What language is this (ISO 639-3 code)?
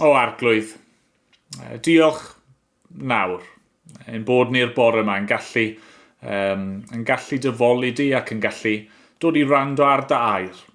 cym